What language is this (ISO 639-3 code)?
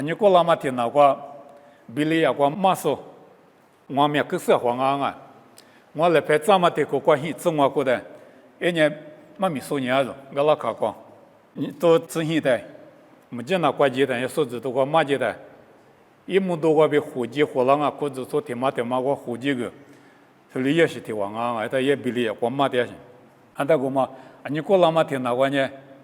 lis